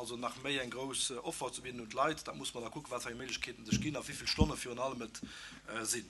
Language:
Luxembourgish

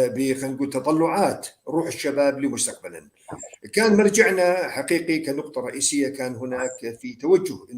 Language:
North Levantine Arabic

